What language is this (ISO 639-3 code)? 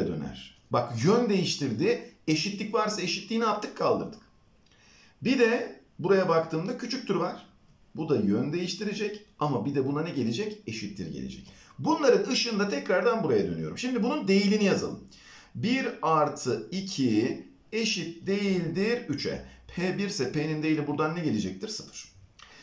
tur